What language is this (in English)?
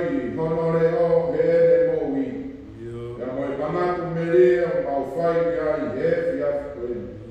Tongan